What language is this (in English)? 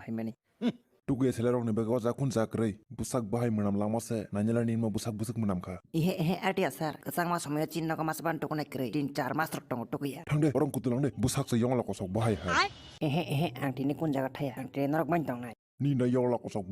Kok Borok